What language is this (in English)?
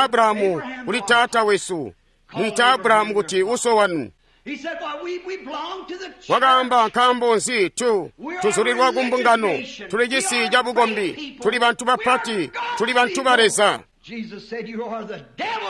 Tonga (Zambia)